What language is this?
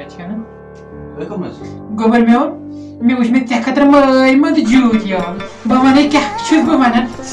Kashmiri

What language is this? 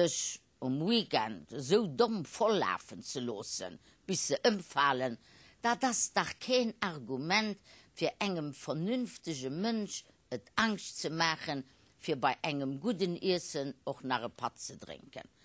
Luxembourgish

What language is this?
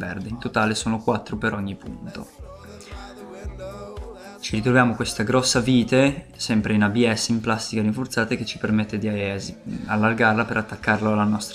Italian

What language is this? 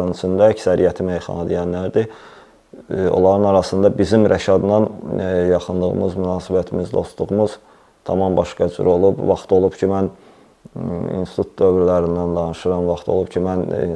Azerbaijani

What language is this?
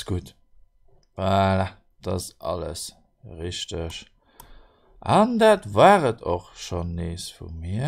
Luxembourgish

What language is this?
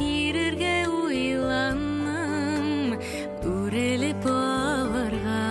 Bashkir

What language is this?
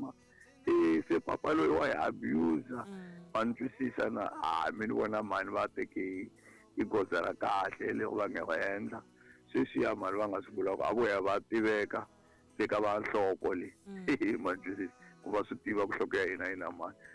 Tsonga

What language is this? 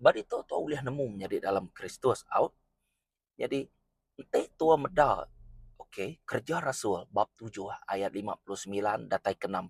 Iban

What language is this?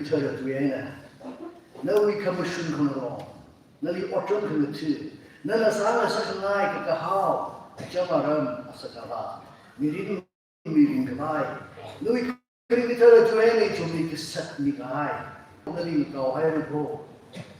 Tangkhul Naga (India)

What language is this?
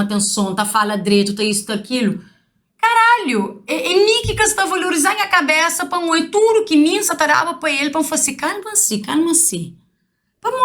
Kabuverdianu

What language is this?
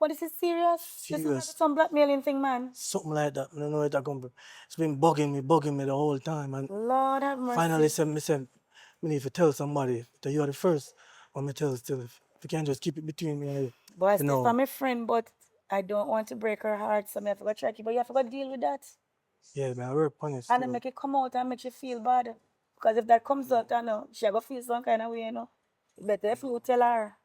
Jamaican Creole English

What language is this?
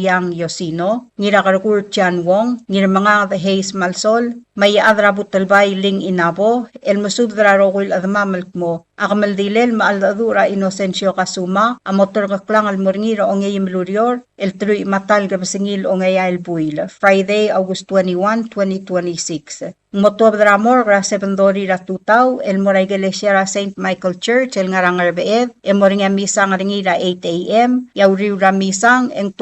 Palauan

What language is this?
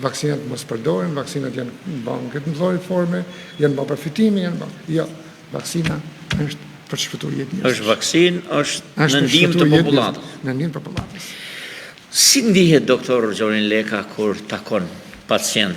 Albanian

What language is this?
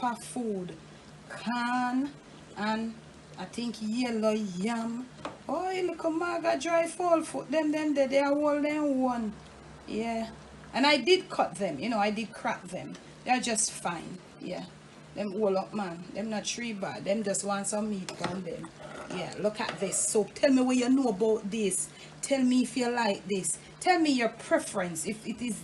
Jamaican Creole English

